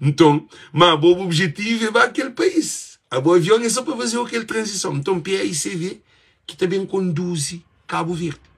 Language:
Kabuverdianu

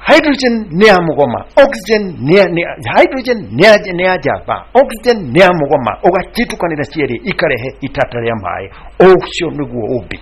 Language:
Kikuyu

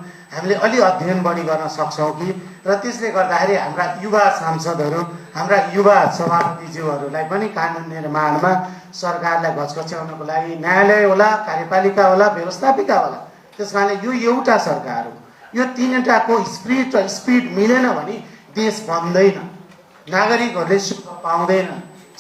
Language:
Nepali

